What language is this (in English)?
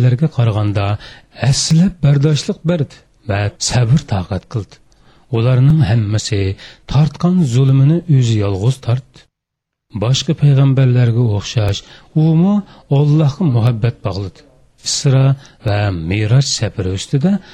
Uyghur